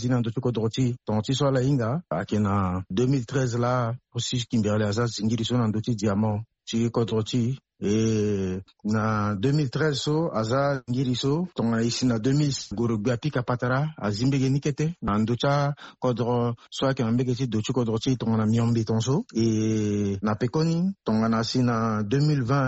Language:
Sango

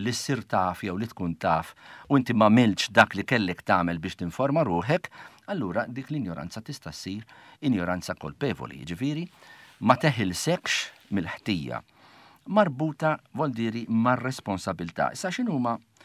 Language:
Maltese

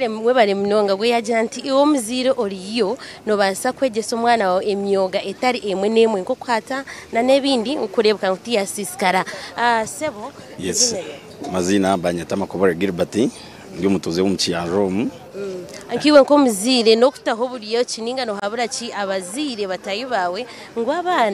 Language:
Nyankole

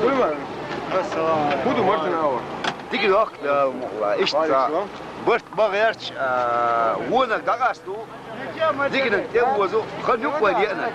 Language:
Chechen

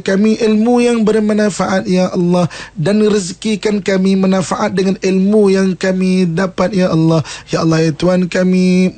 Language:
Malay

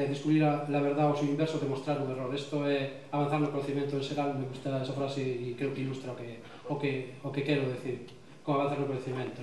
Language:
Galician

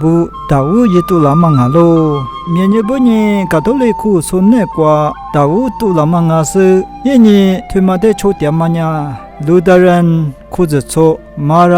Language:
Lisu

